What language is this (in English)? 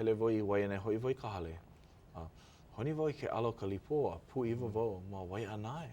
Hawaiian